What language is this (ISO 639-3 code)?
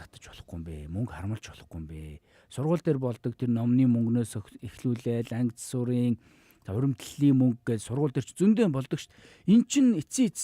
mon